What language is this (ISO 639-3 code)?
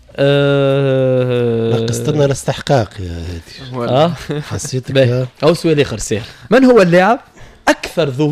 aeb